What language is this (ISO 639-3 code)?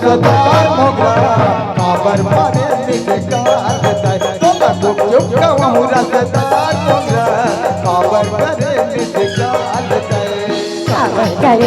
hne